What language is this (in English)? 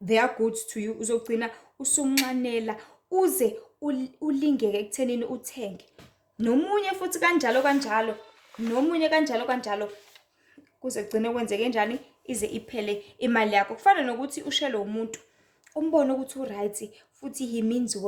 Zulu